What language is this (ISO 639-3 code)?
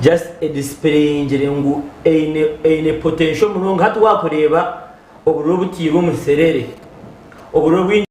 nyn